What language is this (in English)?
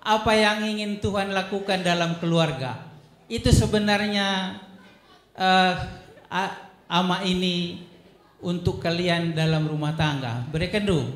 Batak Karo